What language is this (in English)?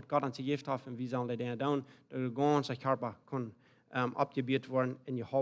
Plautdietsch